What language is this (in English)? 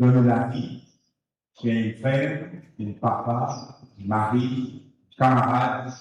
Morisyen